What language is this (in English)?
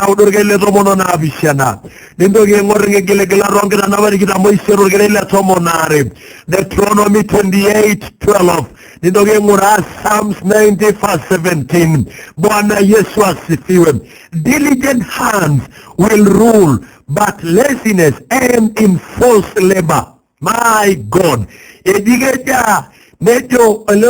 Masai